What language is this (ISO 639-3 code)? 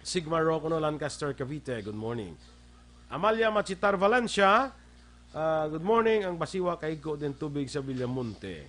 hil